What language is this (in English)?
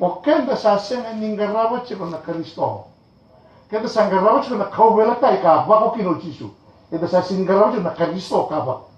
Fijian